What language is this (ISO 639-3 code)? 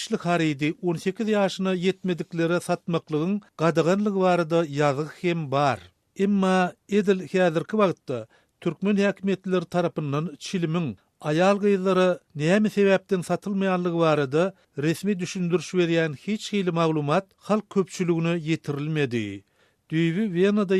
tuk